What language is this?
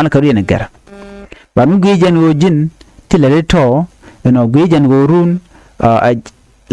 Nuer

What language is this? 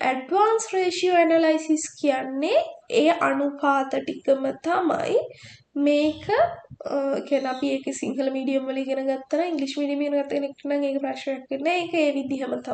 Sinhala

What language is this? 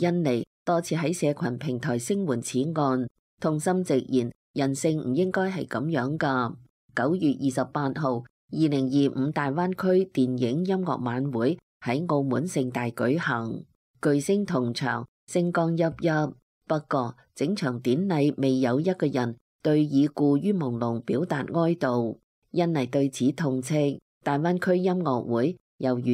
Cantonese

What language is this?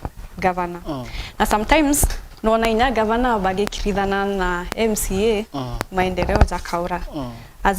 Meru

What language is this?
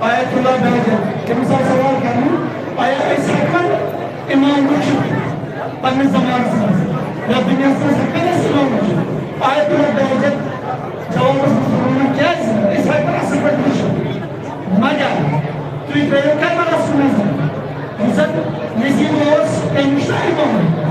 Kashmiri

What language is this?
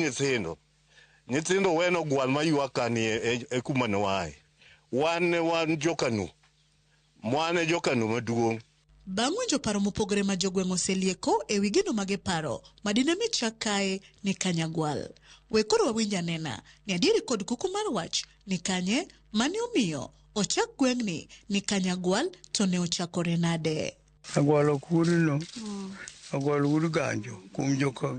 Luo (Kenya and Tanzania)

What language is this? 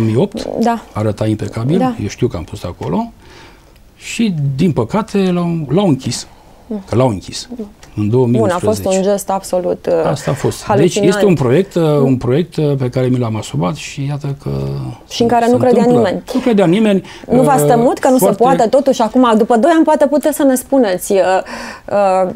Romanian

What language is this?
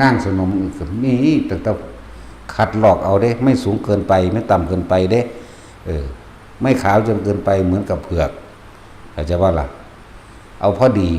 Lao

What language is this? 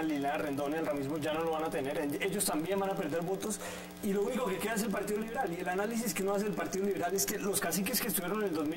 Spanish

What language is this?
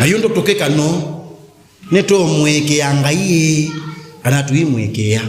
Kamba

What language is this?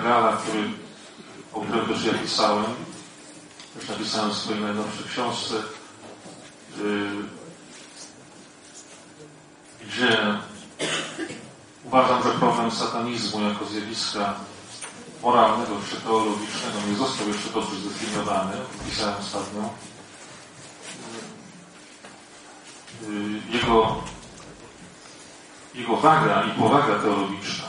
Polish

